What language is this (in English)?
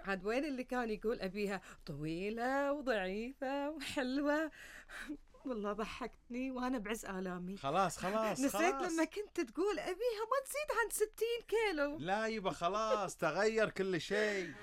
Gulf Arabic